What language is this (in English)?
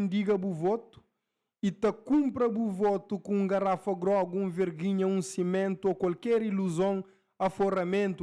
Kabuverdianu